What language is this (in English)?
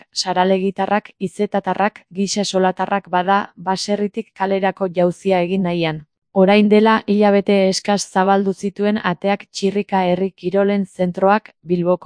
Basque